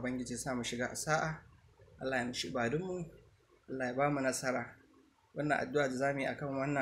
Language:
Hausa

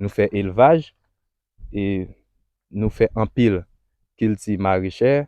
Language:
Haitian Creole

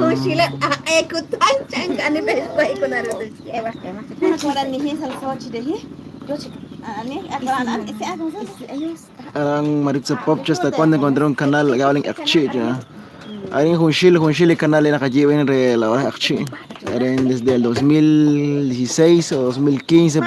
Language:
Kekchí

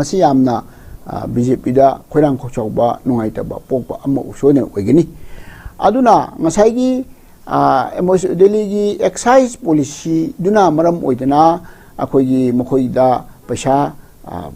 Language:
Manipuri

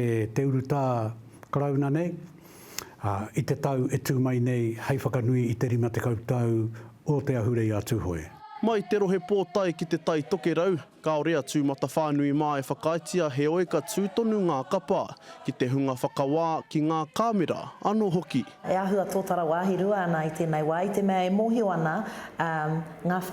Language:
Māori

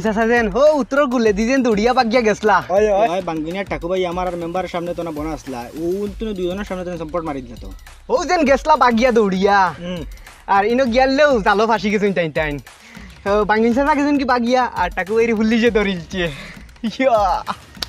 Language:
Sylheti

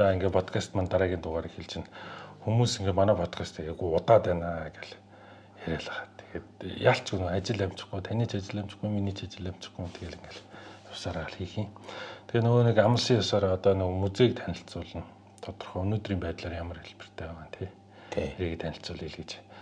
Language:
Mongolian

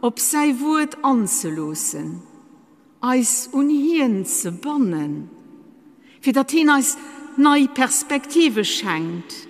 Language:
Luxembourgish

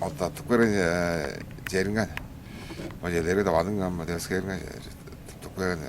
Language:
Tuvinian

